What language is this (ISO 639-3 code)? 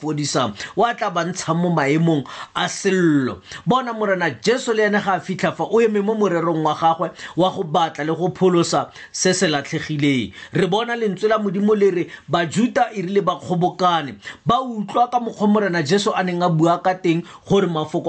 tsn